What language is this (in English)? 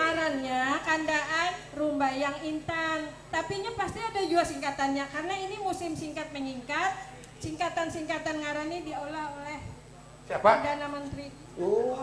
Banjar